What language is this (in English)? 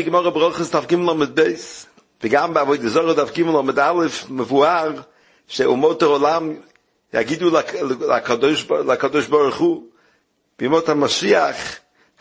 Hebrew